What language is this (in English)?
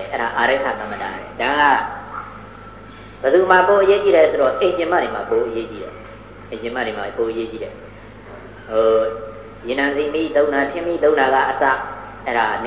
Burmese